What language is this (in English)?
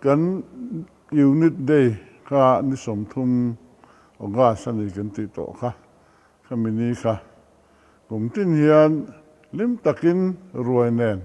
Mizo